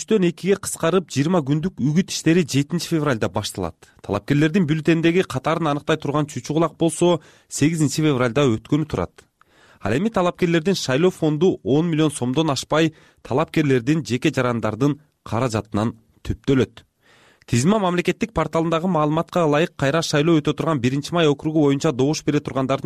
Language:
Kyrgyz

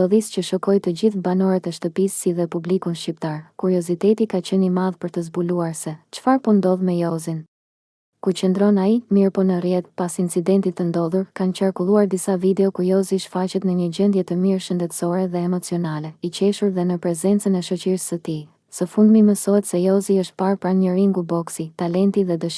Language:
Albanian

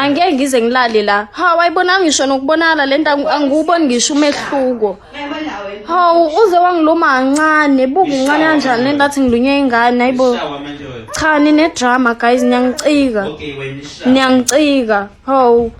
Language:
Zulu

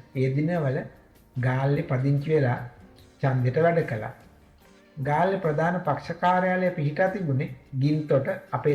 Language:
Sinhala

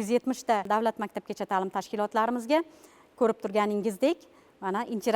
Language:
Uzbek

